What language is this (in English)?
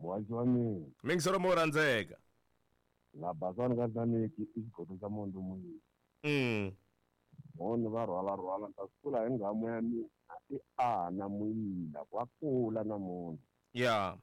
Tsonga